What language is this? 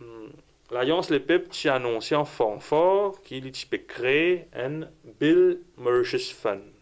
Morisyen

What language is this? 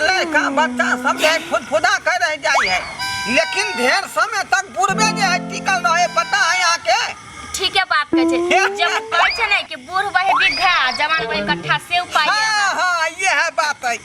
Maithili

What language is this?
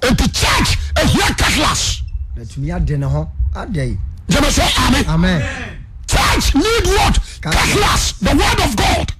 Akan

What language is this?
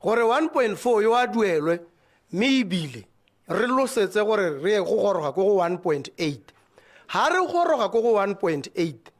Tswana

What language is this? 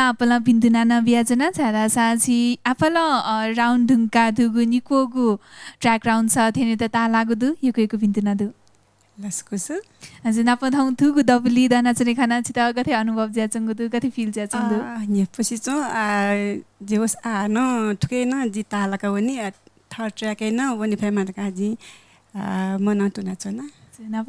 Newari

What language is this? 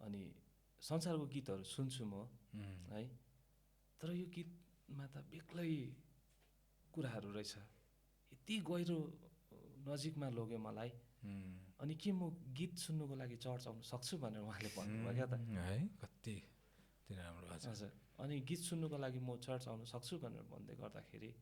Nepali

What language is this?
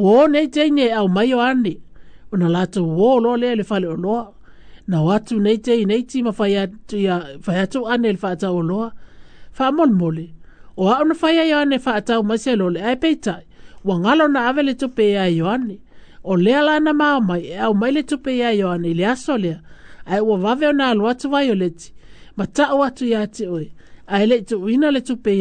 Samoan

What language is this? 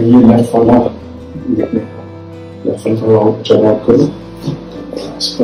Hindi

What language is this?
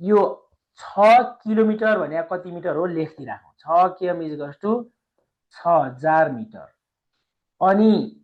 Nepali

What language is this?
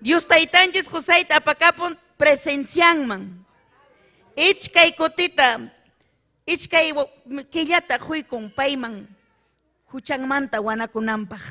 Ayacucho Quechua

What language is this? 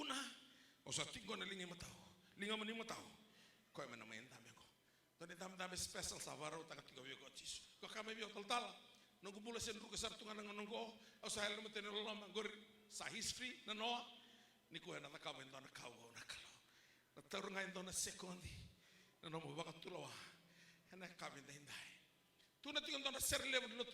Fijian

